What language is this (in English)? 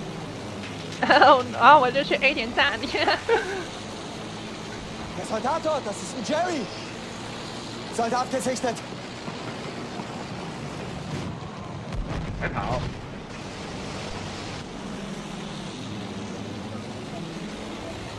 Chinese